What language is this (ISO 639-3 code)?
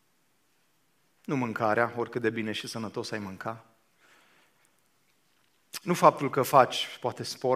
ron